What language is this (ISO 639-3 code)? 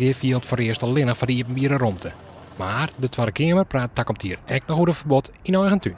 fry